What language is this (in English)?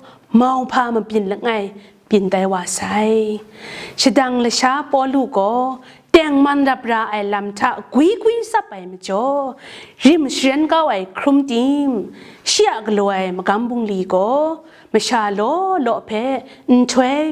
Kachin